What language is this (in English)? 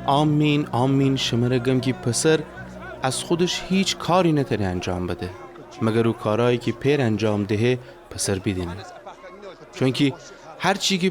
Gilaki